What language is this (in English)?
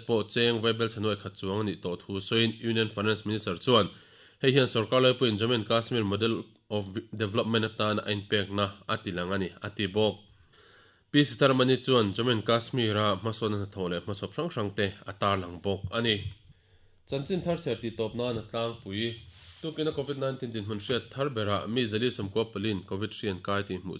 Mizo